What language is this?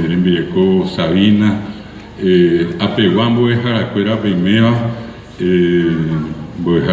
Guarani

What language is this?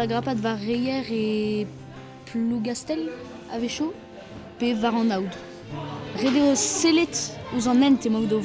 Breton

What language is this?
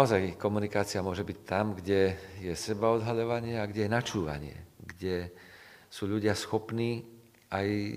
Slovak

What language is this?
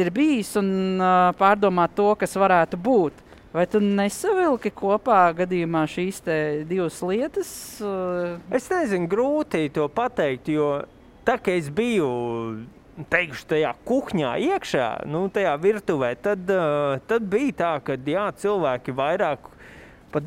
Latvian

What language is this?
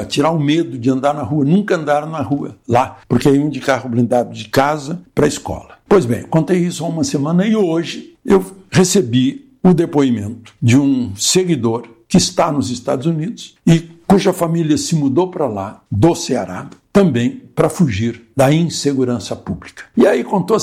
Portuguese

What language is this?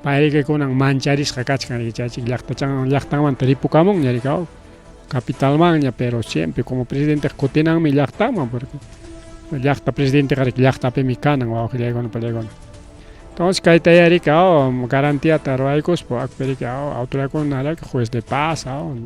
Ayacucho Quechua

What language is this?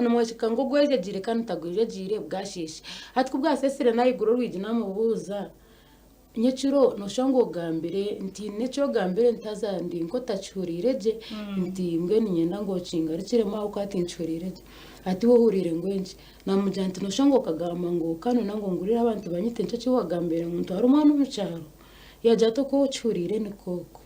Nyankole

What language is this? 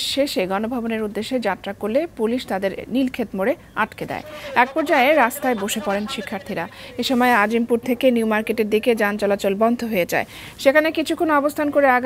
Bangla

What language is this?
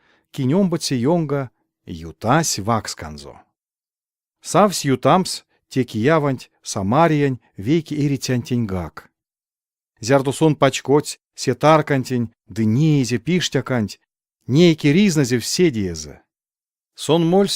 Erzya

